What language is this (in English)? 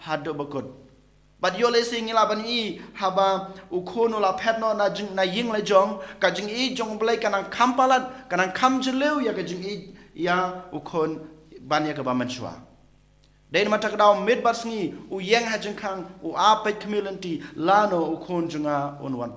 Khasi